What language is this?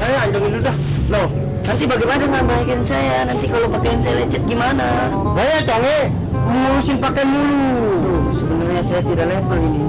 Betawi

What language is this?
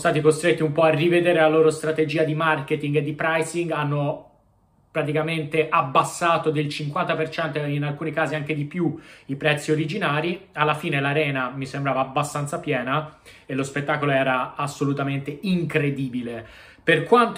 Italian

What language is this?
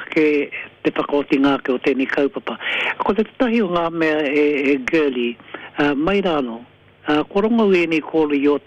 Māori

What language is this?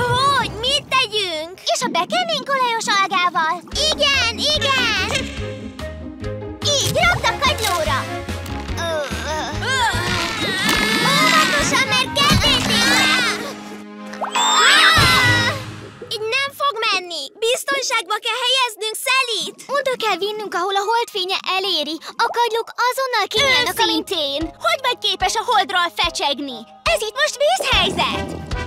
Hungarian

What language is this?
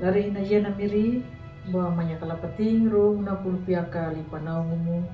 Anakalangu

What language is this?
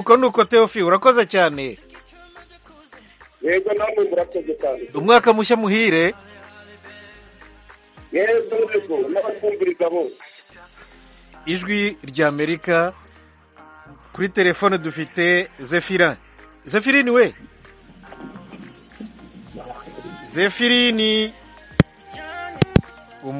Kinyarwanda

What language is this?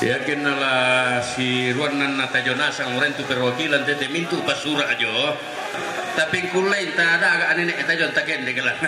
Toraja-Sa'dan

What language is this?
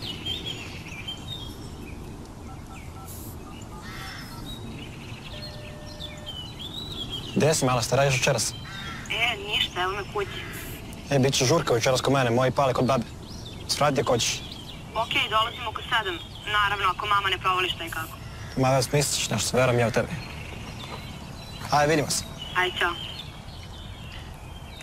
Serbian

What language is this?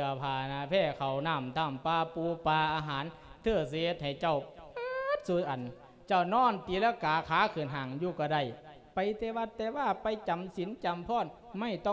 Lao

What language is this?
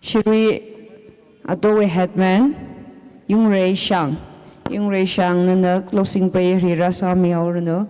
Tangkhul Naga (India)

